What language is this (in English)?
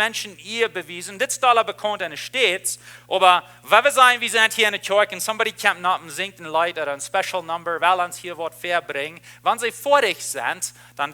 Plautdietsch